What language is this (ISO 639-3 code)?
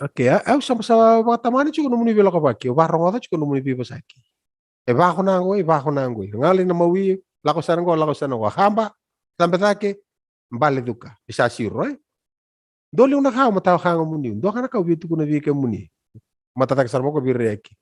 fij